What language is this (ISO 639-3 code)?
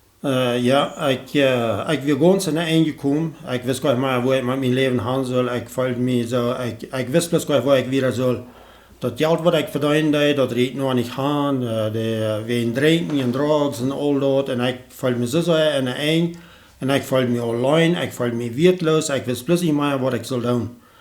pdt